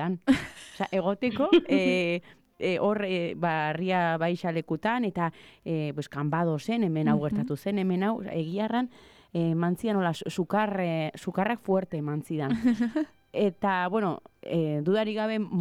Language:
Basque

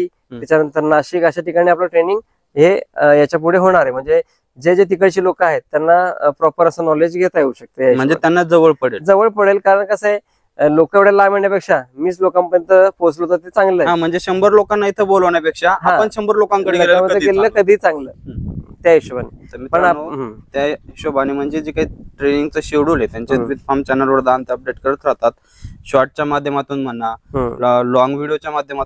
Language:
Marathi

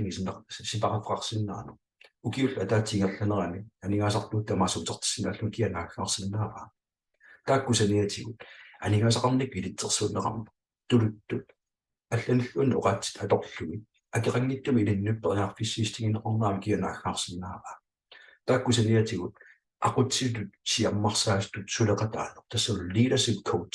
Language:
Kalaallisut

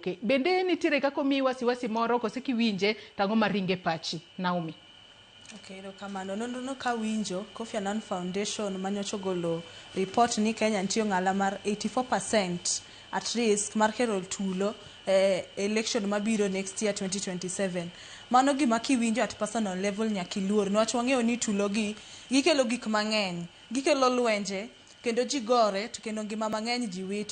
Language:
Luo (Kenya and Tanzania)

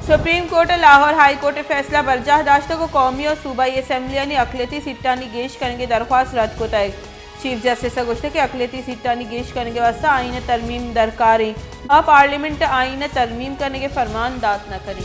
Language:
Baluchi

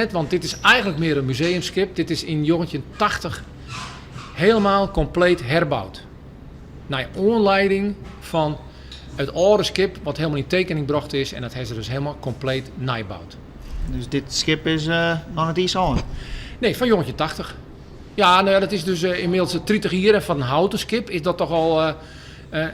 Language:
Western Frisian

